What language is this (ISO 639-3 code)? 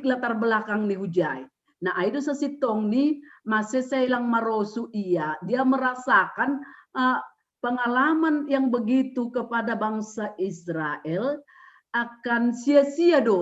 bts